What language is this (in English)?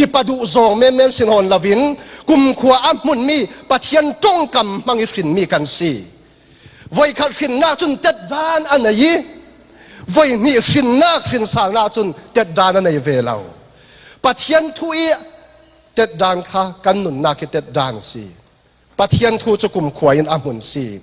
Falam Chin